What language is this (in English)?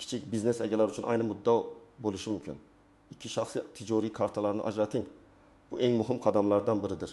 Uzbek